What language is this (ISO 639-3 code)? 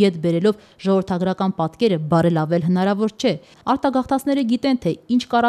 hye